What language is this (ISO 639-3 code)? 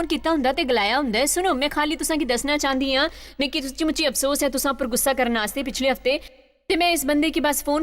doi